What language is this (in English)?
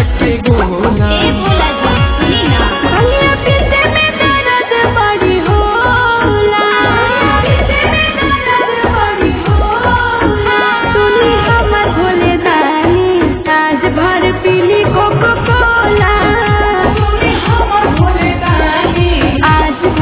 Bhojpuri